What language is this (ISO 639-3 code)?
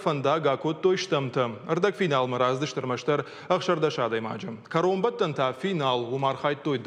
oss